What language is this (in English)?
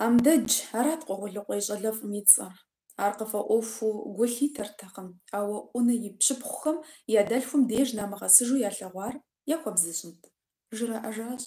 Kabardian